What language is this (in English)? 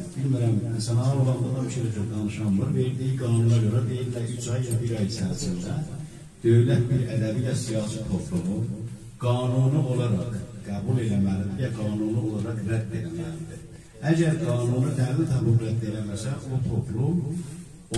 South Azerbaijani